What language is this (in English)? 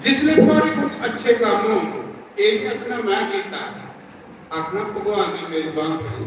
Dogri